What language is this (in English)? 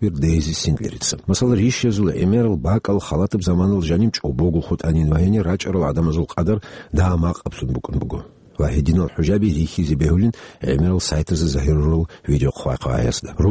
Avaric